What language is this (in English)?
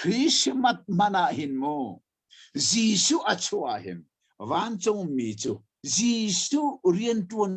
Hakha Chin